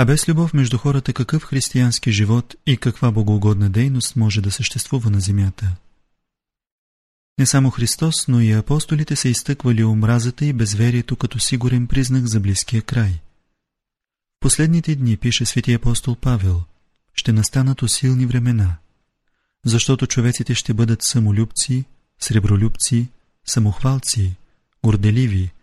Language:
Bulgarian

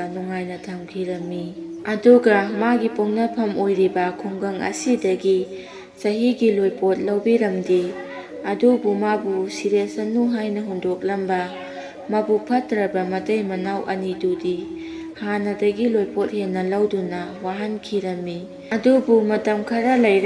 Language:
Manipuri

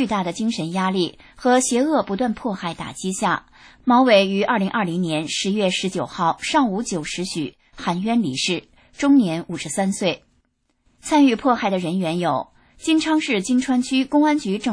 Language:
Chinese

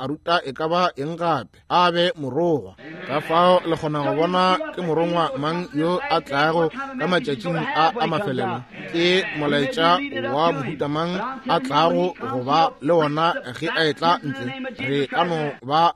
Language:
Northern Sotho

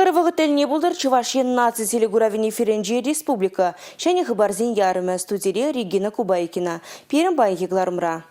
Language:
Chuvash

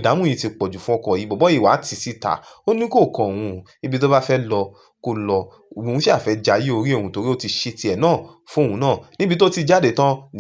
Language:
Yoruba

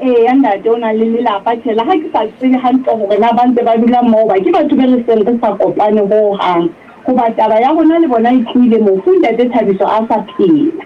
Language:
Southern Sotho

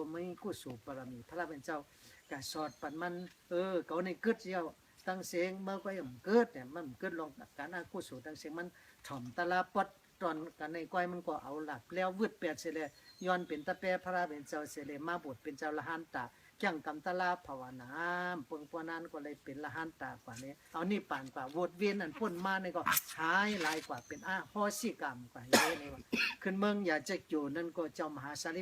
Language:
Shan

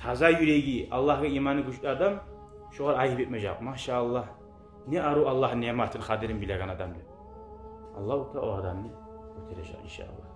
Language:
Kumyk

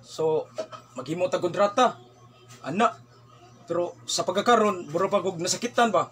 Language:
Cebuano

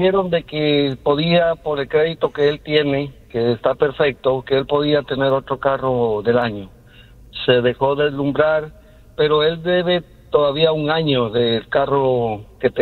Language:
Spanish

